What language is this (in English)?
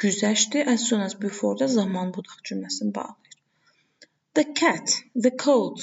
Azerbaijani